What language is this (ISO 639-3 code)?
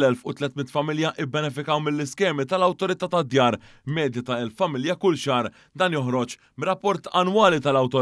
mlt